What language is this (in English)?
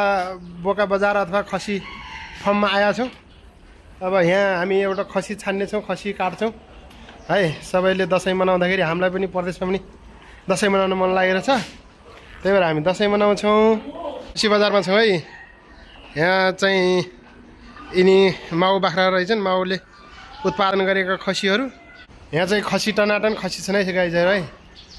Nepali